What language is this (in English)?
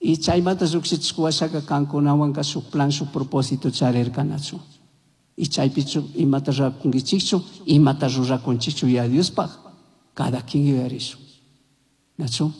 Chimborazo Highland Quichua